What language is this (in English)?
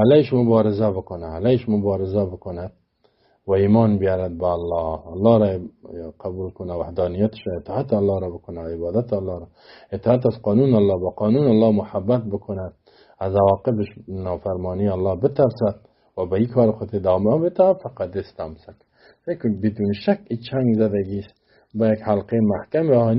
Persian